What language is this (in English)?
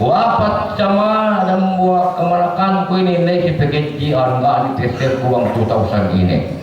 Yakan